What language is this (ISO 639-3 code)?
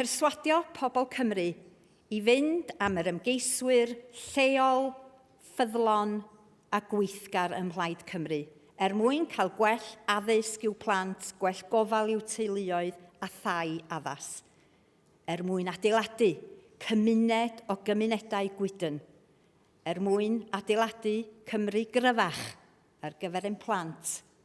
cym